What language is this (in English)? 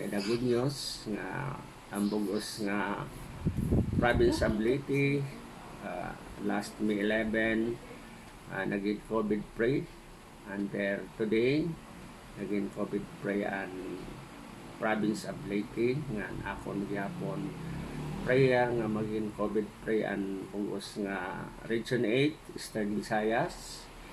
Waray